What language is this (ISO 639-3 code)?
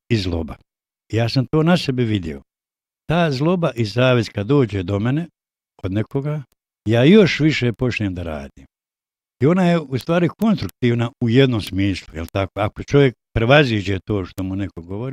bos